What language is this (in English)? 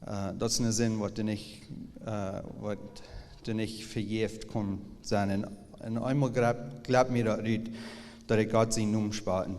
Plautdietsch